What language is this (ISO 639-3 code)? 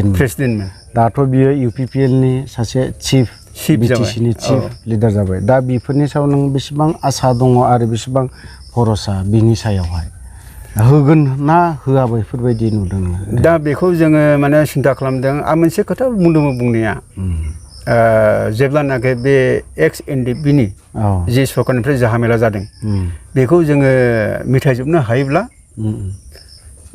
brx